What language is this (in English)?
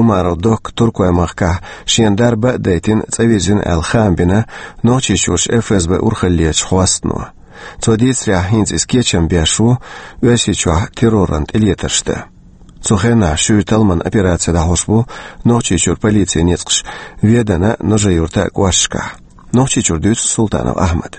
Chechen